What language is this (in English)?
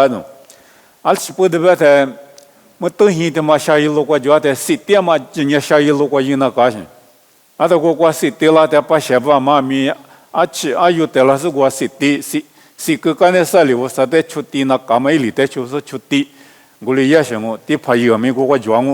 Lisu